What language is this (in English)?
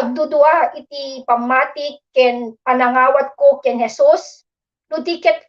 Iloko